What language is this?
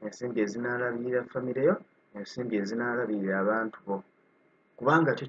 Ganda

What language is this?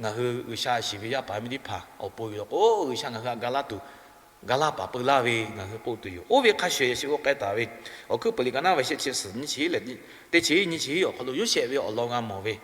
Lahu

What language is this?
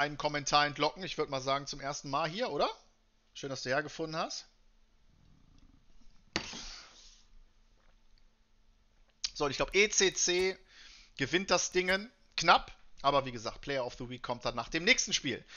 German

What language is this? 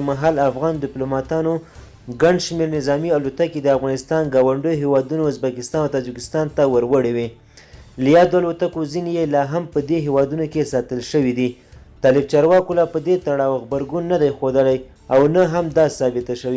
Pashto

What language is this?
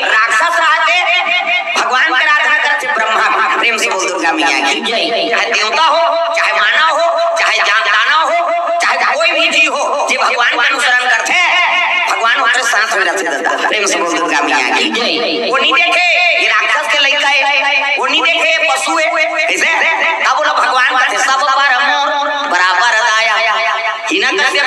Chhattisgarhi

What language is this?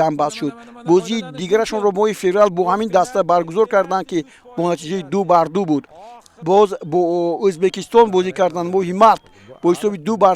Tajik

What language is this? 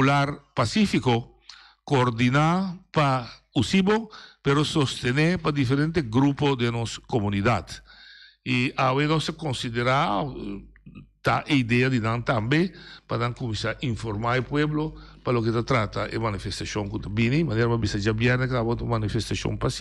Papiamento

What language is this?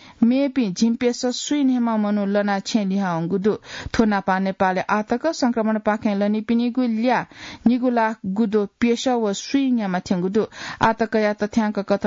Newari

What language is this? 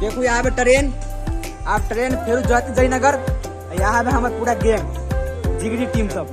Maithili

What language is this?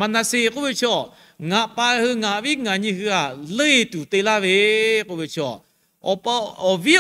Lahu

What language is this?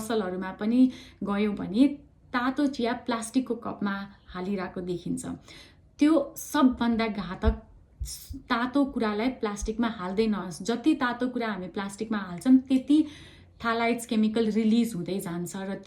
Nepali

